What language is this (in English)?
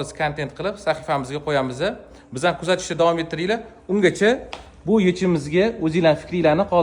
Uzbek